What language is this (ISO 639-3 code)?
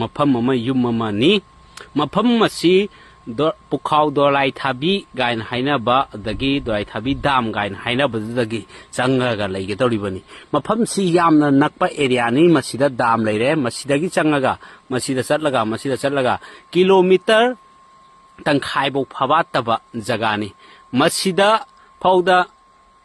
mni